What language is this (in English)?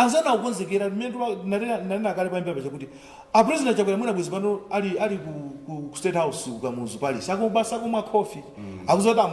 Nyanja